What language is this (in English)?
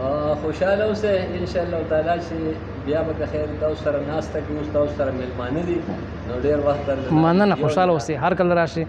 Pashto